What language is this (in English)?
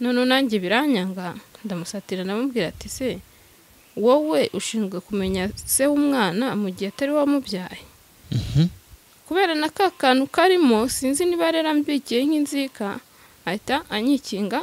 Kinyarwanda